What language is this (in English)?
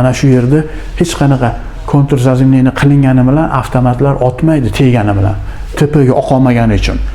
Uzbek